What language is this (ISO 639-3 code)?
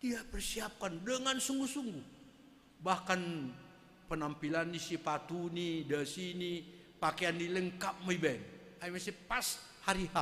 bts